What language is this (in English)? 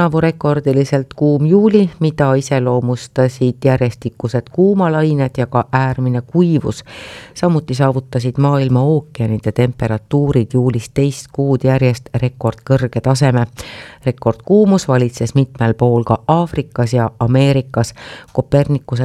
Estonian